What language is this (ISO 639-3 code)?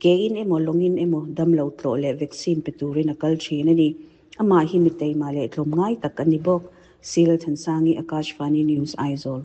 lus